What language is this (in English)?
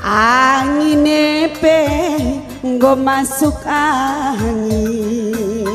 Batak Karo